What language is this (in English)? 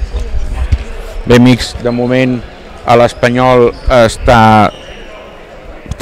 Catalan